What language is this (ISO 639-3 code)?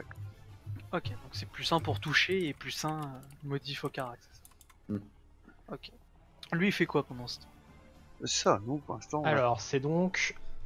fra